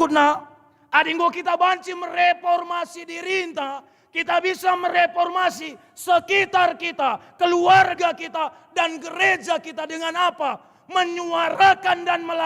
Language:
Batak Karo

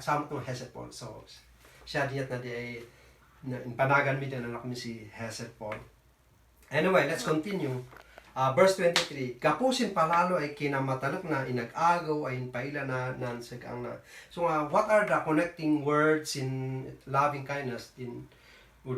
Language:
Kankanaey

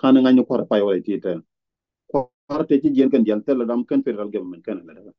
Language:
Nuer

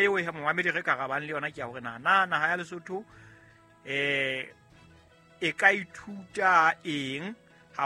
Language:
Southern Sotho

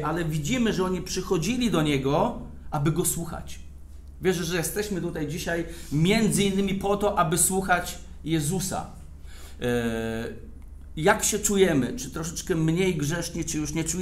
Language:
Polish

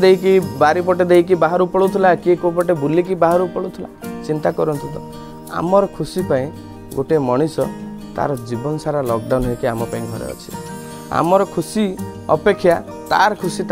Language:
Odia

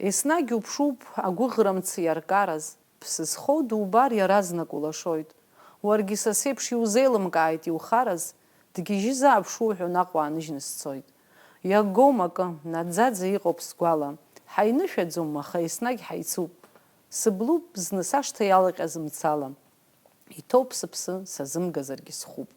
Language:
Abkhazian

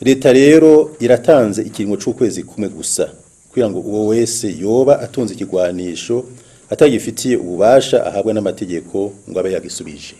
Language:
Rundi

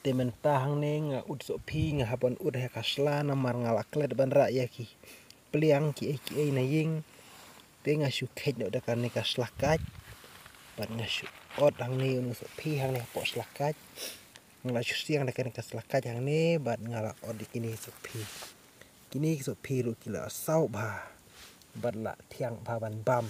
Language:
Khasi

